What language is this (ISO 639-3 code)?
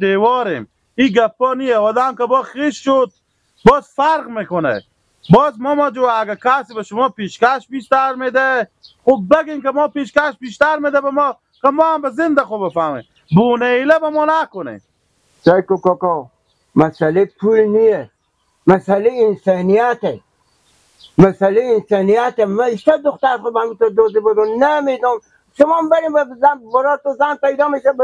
fas